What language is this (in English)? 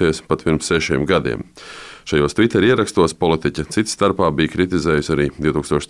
Latvian